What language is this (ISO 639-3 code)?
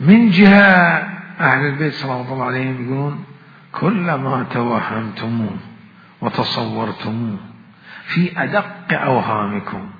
acm